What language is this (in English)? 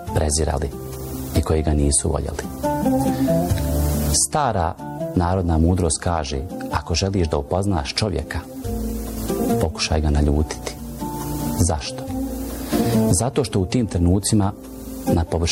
Bosnian